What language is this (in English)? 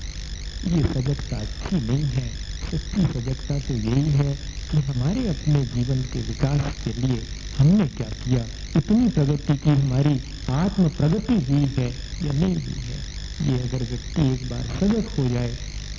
Hindi